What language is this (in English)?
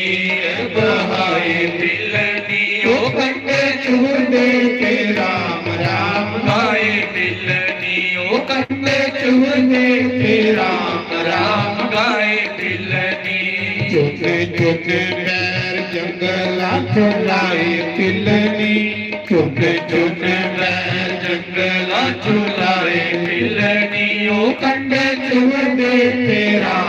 Dogri